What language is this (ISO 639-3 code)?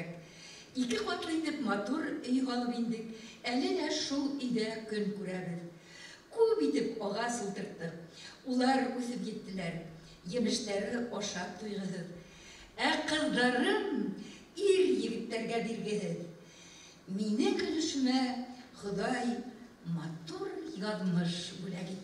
bak